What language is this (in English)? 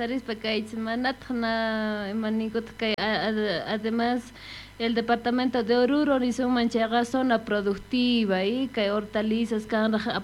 South Bolivian Quechua